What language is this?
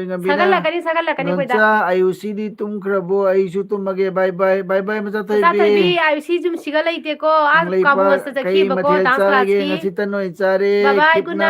Manipuri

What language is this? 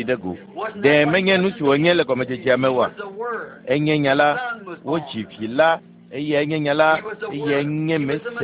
Ewe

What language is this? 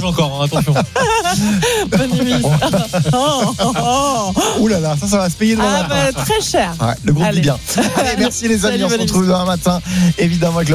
French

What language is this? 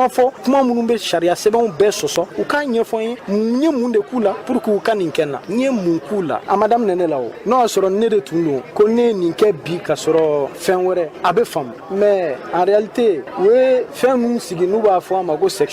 Bambara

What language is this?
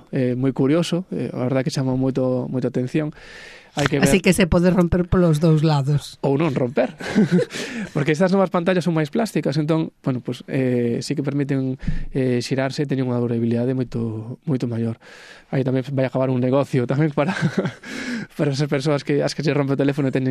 Galician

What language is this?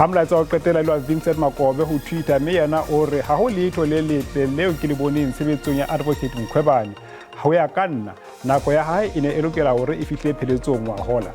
Southern Sotho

